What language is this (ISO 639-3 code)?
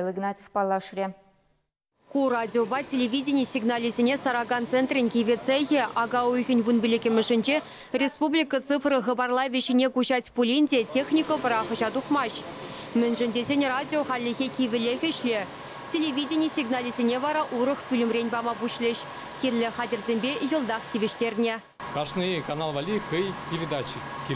chv